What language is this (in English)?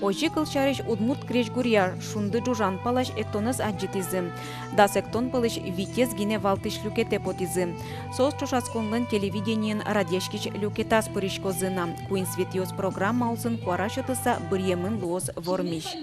Udmurt